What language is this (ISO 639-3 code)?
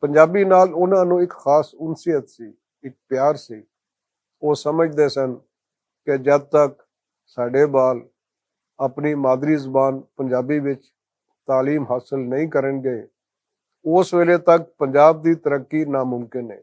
lah